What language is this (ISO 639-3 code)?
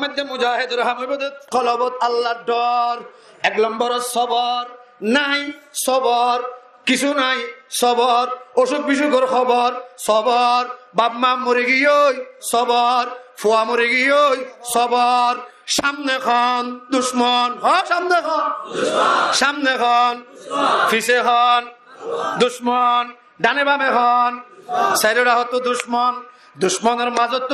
rhg